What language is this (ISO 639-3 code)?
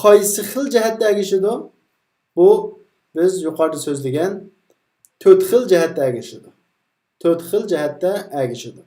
uig